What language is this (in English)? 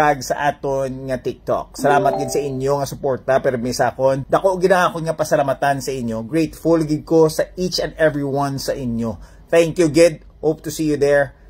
Hiligaynon